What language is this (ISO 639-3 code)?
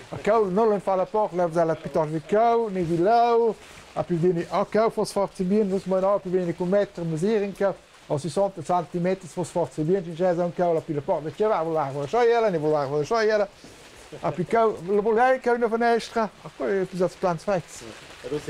roh